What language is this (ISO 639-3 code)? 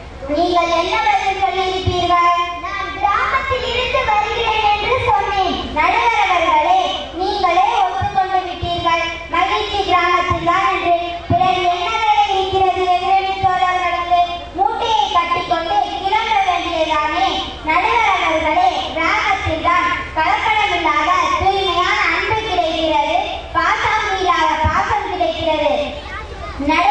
tam